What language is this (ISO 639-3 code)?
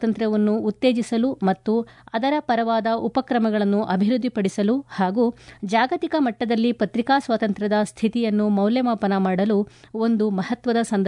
kan